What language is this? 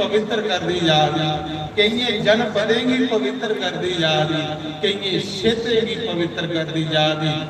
Dogri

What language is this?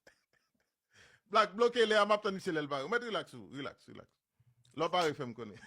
Haitian Creole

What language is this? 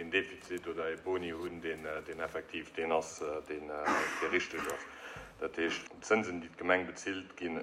Luxembourgish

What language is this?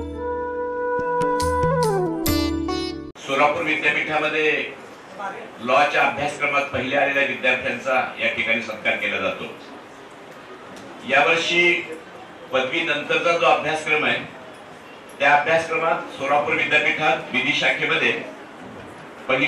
Marathi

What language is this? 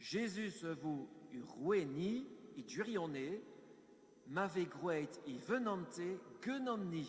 Breton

